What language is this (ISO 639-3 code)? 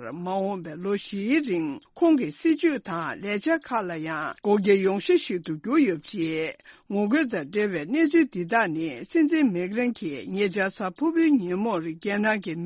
bod